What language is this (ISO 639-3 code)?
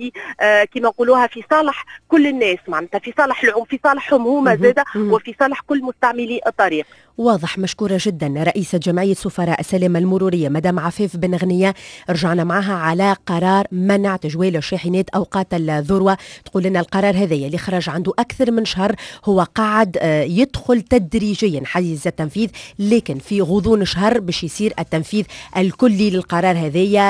aeb